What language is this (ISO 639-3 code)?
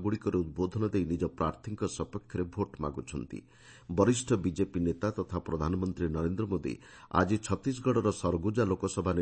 ori